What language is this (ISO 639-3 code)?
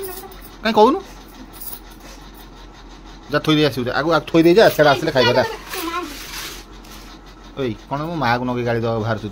ori